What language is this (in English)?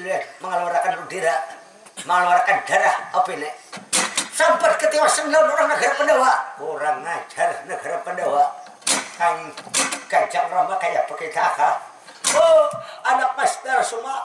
Banjar